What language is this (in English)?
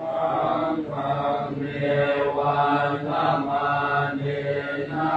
Pali